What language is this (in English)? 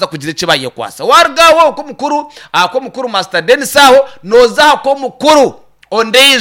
Nyankole